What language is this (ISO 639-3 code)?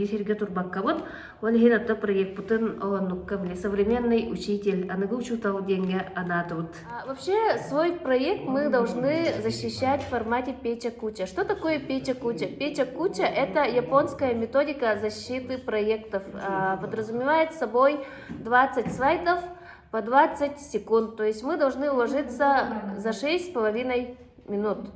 sah